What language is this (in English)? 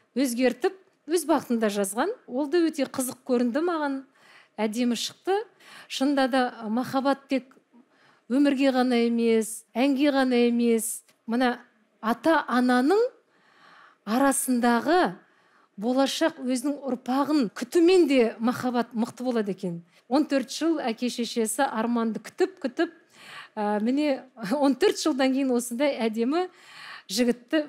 Kazakh